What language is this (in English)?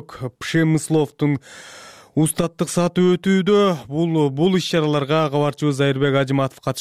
Kyrgyz